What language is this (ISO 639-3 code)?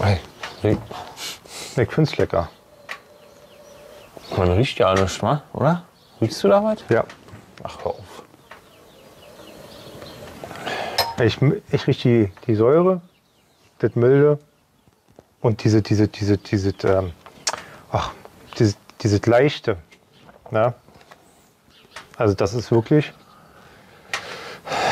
deu